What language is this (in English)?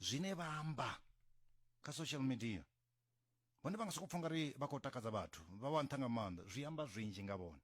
Venda